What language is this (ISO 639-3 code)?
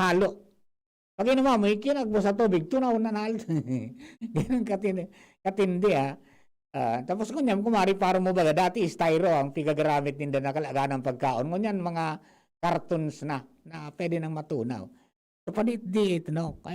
bik